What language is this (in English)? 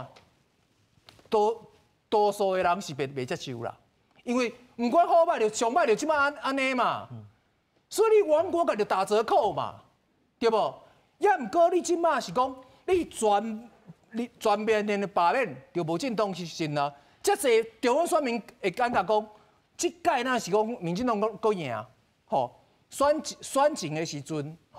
Min Nan Chinese